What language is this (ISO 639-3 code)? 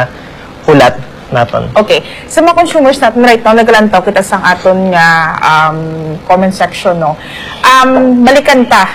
hil